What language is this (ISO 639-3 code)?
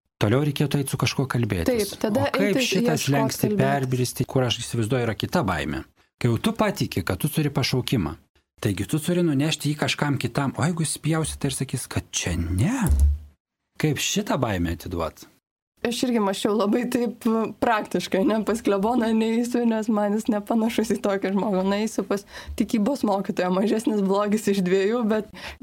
lit